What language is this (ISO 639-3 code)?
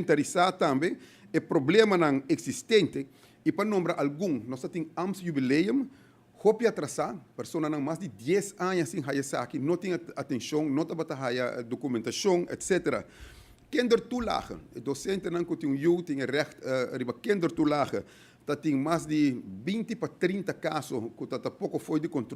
pap